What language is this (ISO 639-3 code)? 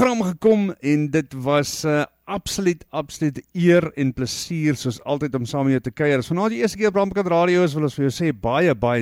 afr